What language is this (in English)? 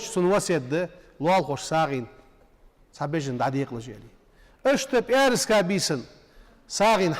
Ingush